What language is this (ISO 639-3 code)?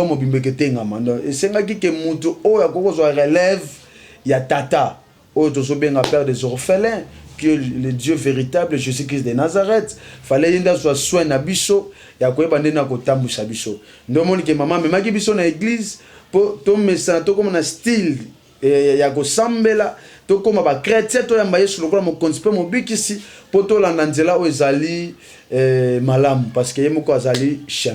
lin